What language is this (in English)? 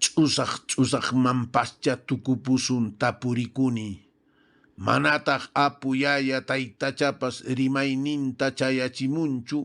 Quechua